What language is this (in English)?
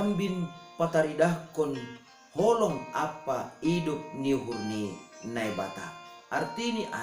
Batak Simalungun